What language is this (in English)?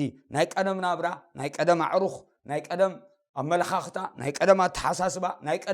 Tigrinya